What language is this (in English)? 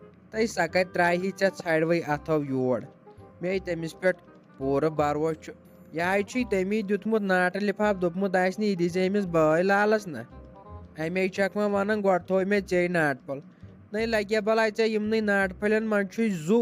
Kashmiri